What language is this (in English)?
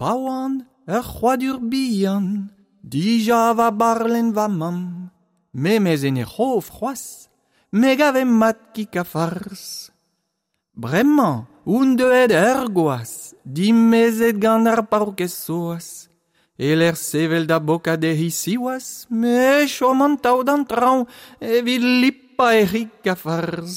Breton